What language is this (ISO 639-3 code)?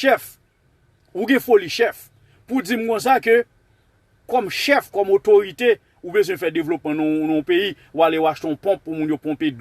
hat